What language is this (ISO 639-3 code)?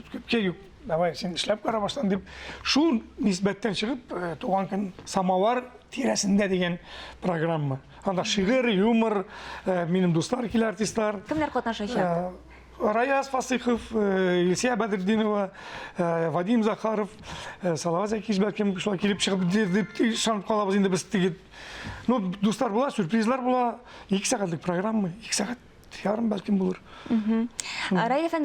tat